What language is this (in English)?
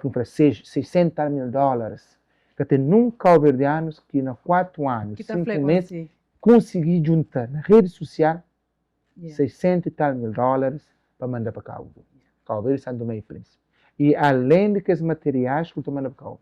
Kabuverdianu